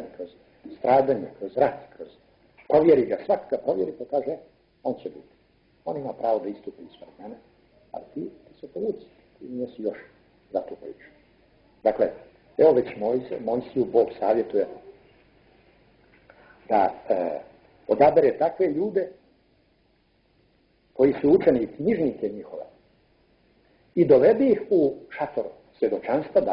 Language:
Croatian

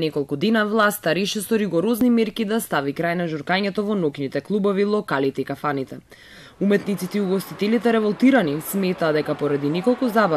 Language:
Macedonian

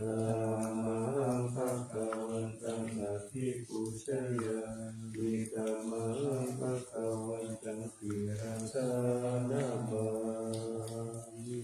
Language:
Pali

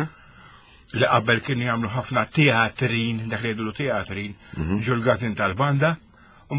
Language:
Maltese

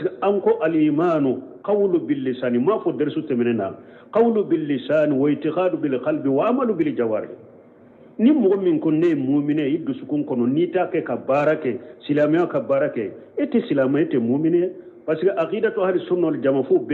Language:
Bambara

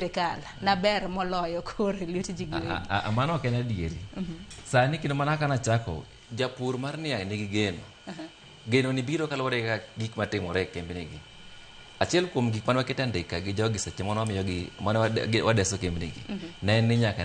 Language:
Luo (Kenya and Tanzania)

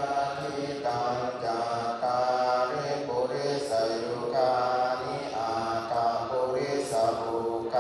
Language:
Pali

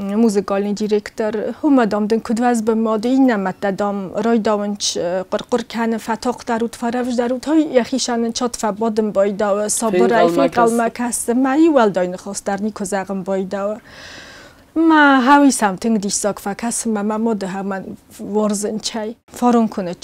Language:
Ossetic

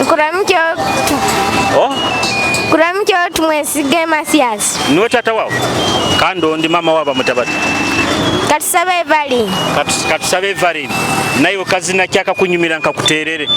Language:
Nyoro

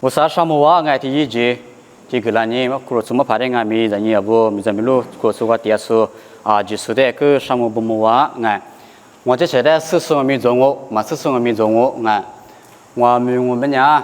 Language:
Lisu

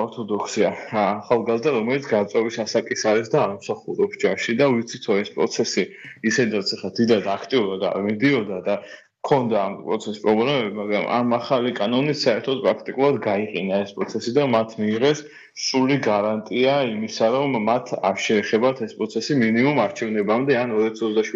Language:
Georgian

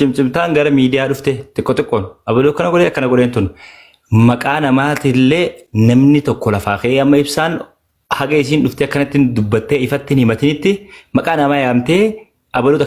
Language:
Oromo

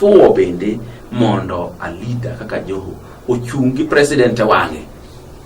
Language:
Luo (Kenya and Tanzania)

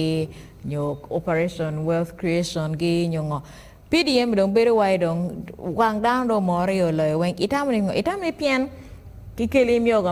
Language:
Acoli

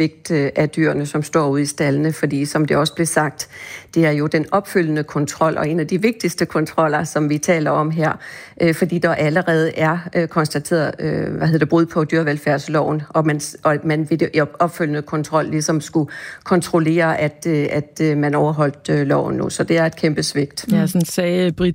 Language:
Danish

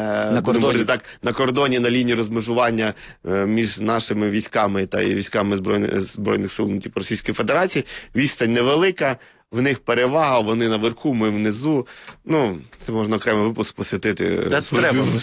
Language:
Ukrainian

